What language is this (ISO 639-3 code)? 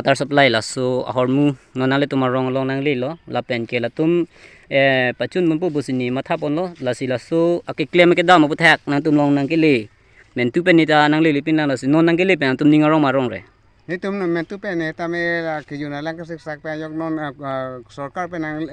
mjw